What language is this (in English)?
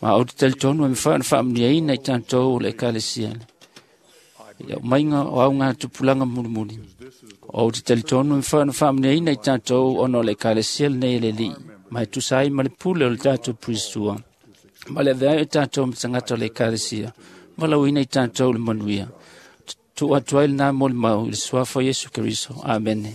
Samoan